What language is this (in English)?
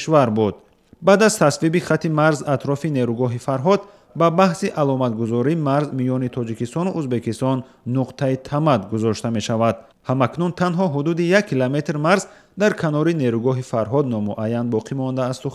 Tajik